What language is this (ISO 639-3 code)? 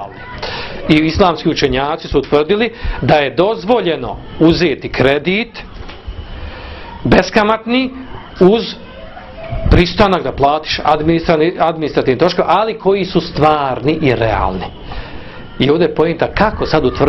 bos